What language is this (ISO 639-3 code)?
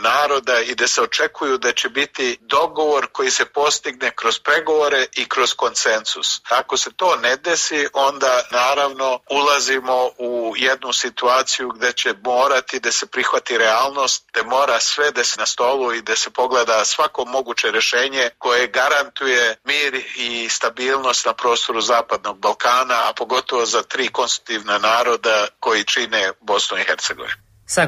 srp